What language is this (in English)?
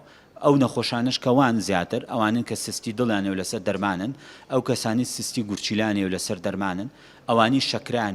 Central Kurdish